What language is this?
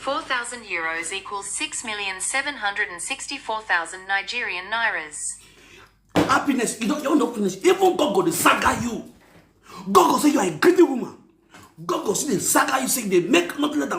Nigerian Pidgin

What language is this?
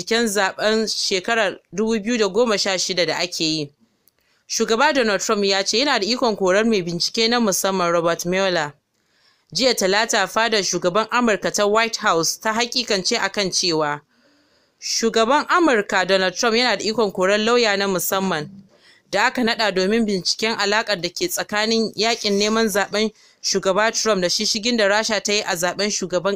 Hausa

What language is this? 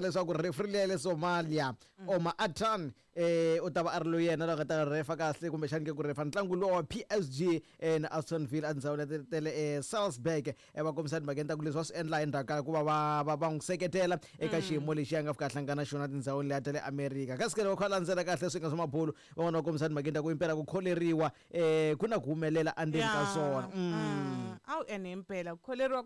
Tsonga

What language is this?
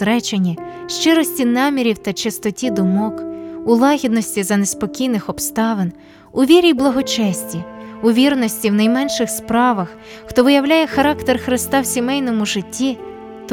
Ukrainian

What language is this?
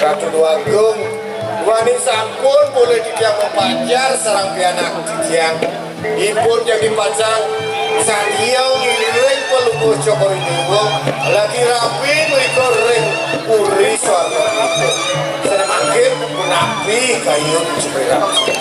Balinese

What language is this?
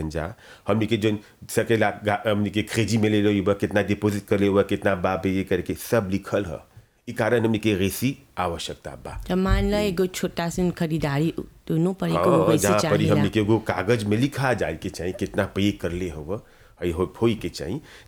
Bhojpuri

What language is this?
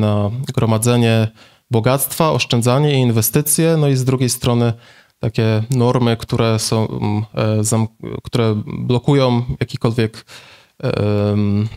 Polish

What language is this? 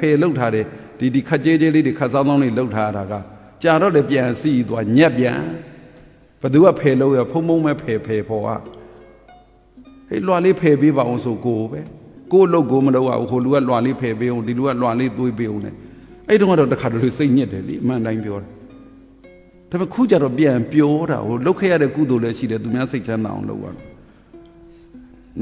Burmese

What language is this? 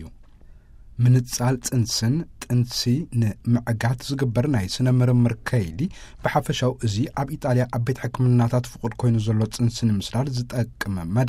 Tigrinya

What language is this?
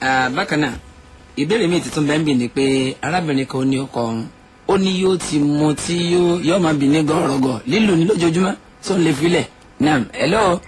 Yoruba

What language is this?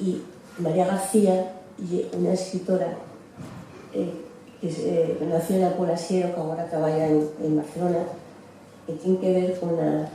Asturian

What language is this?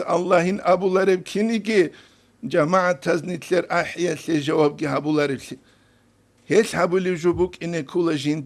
Avaric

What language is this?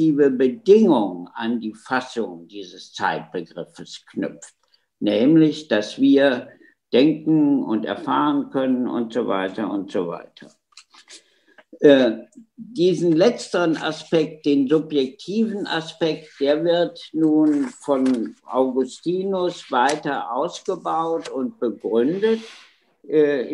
German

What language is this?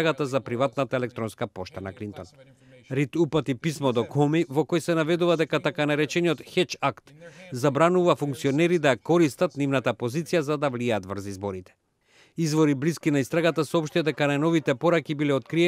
Macedonian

